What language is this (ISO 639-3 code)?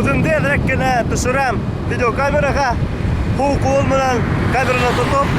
bak